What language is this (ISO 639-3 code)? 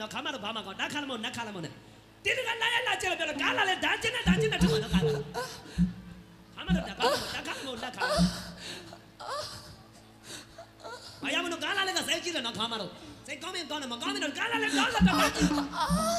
mya